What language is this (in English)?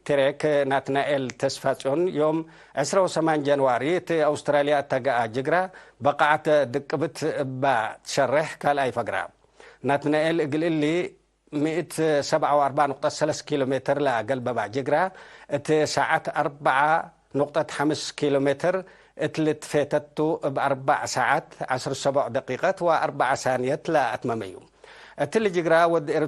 Tigre